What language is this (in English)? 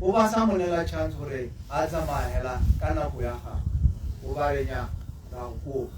Tswana